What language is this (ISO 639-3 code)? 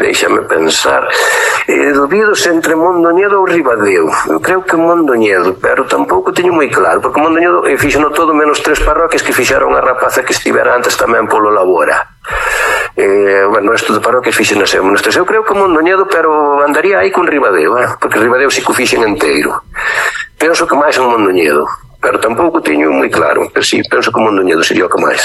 glg